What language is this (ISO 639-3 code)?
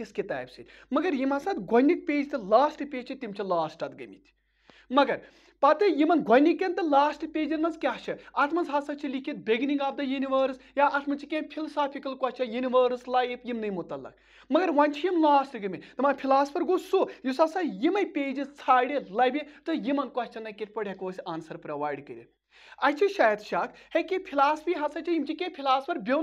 kas